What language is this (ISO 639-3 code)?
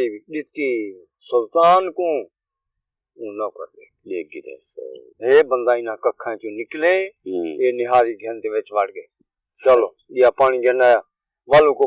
skr